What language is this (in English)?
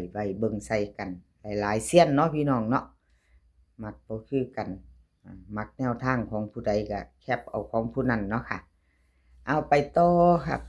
Lao